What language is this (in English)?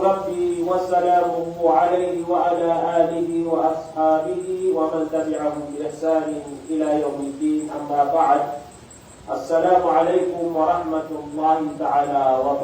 Maranao